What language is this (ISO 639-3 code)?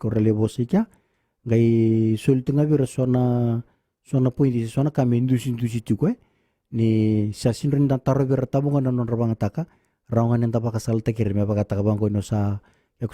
fij